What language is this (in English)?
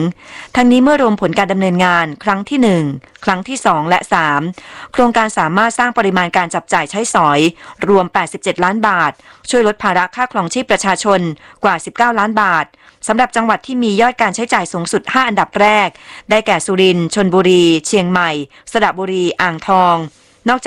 Thai